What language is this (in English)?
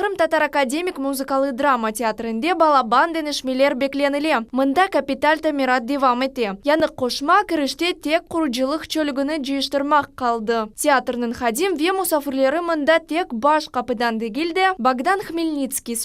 Crimean Tatar